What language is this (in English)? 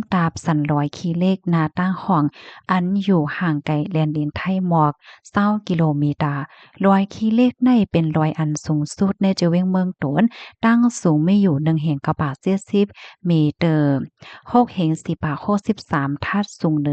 Shan